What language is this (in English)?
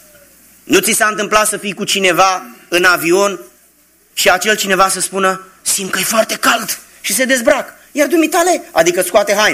Romanian